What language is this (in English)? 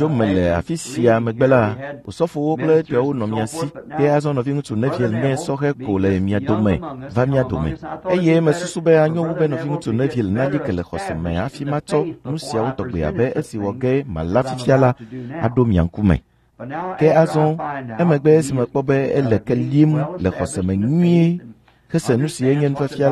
Ewe